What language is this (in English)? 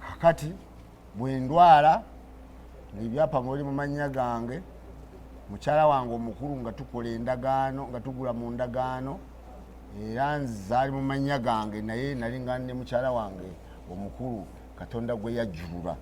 Ganda